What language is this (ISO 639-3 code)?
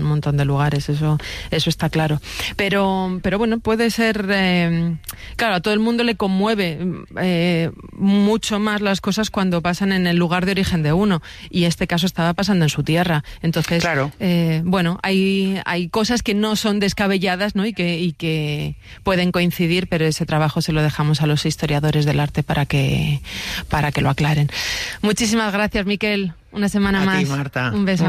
spa